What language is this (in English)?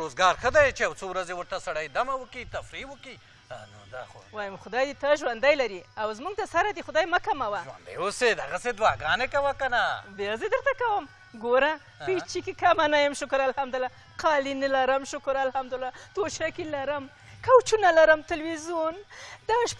Pashto